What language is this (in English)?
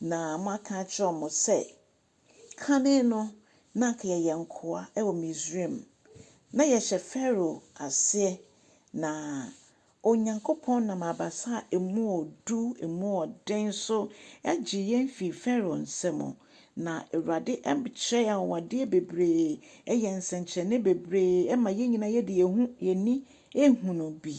Akan